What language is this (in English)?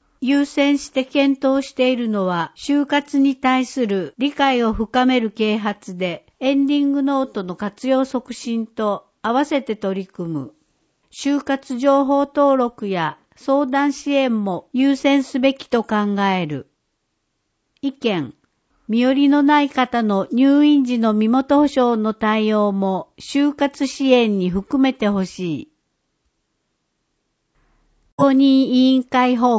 Japanese